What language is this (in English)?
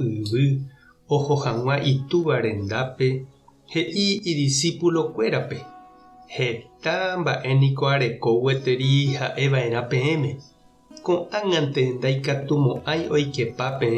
Guarani